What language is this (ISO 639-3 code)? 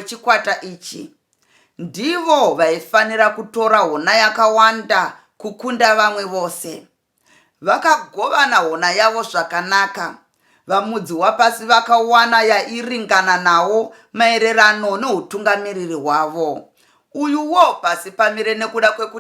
sna